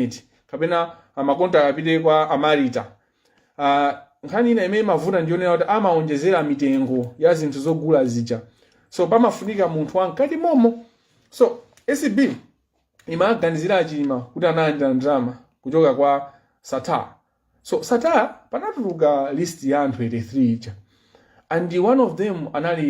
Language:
Nyanja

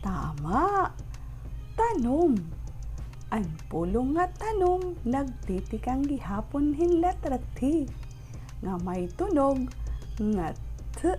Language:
Waray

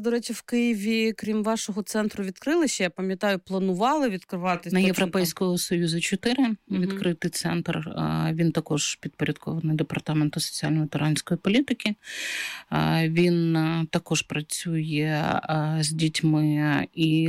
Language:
Ukrainian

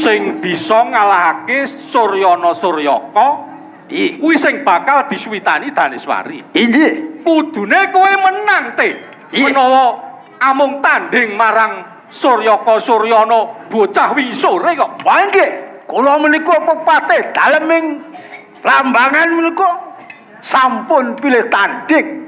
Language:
Javanese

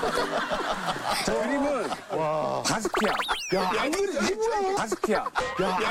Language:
Korean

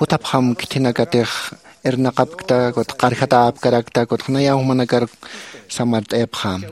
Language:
Aymara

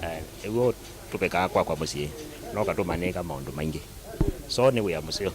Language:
Kamba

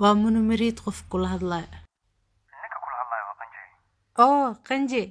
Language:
Somali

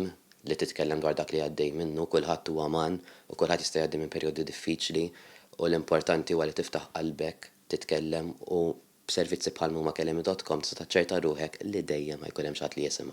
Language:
Maltese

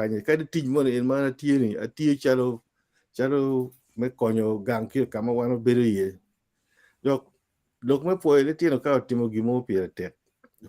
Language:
Acoli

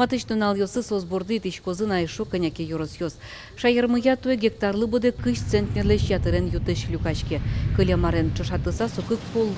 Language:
Udmurt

